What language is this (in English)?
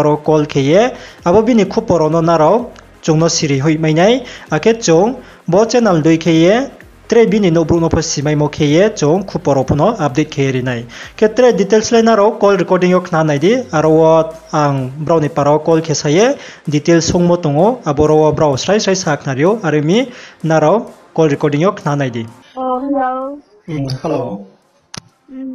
Riang (India)